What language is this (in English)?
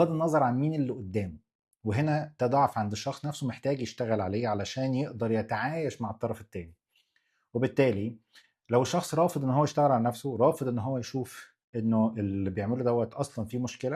Egyptian Arabic